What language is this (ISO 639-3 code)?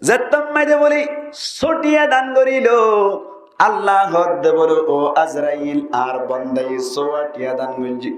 rhg